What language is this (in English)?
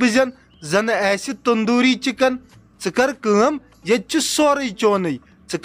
Kashmiri